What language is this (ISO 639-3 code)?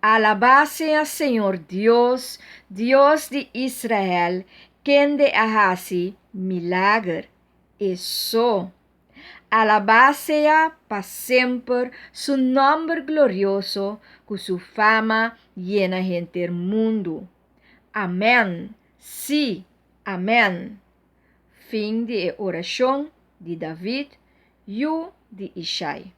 pap